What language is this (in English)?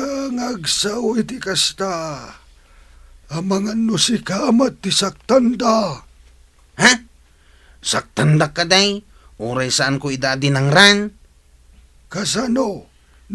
Iloko